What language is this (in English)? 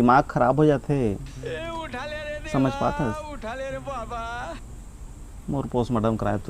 Chhattisgarhi